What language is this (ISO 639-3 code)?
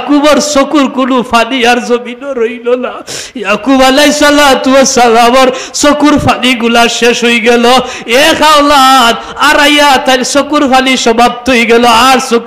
syl